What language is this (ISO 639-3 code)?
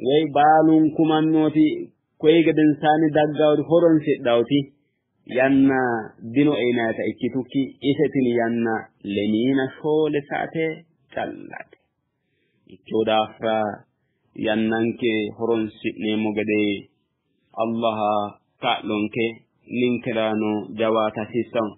sid